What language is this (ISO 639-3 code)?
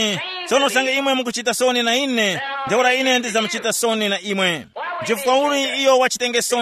tum